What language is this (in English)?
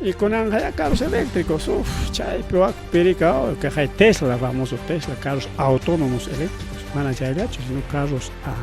Ayacucho Quechua